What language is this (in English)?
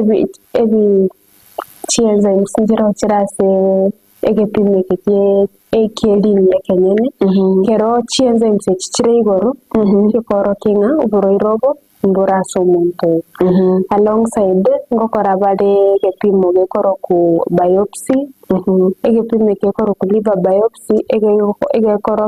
Gusii